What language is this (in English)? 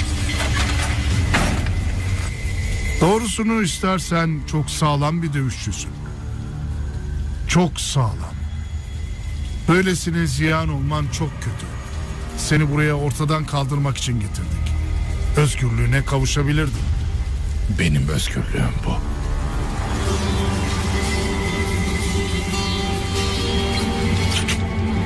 Turkish